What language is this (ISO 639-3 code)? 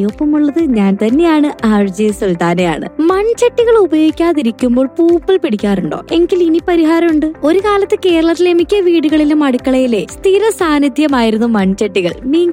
mal